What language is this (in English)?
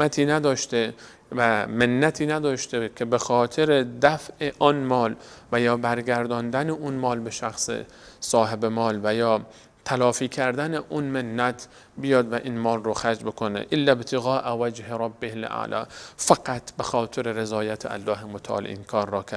Persian